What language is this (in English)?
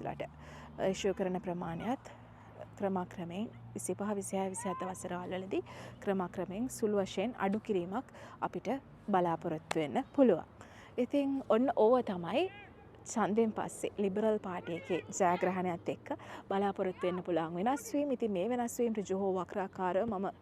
Sinhala